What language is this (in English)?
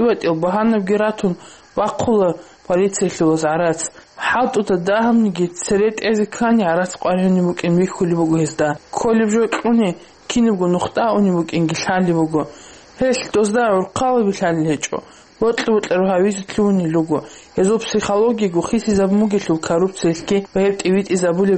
Avaric